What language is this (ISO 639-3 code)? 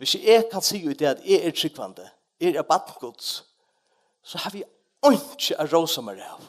fao